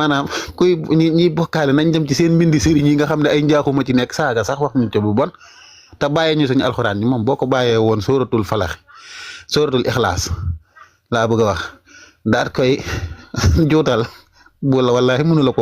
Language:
Wolof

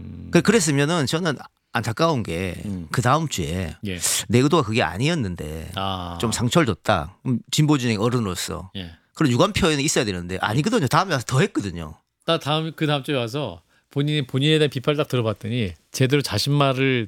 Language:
Korean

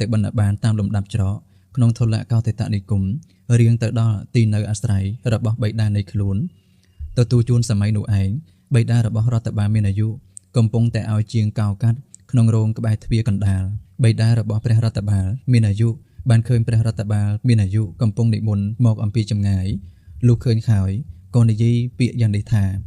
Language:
Khmer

